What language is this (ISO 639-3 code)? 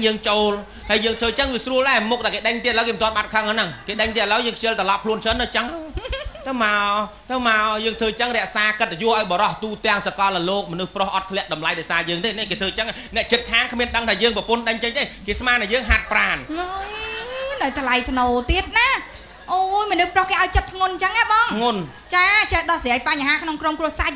khm